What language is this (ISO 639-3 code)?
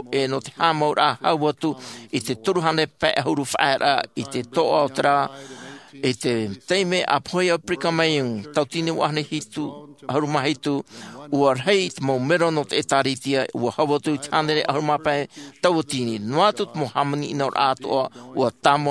tah